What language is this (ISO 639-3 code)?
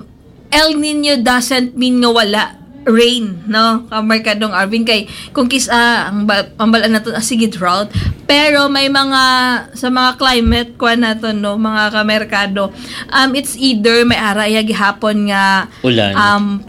hil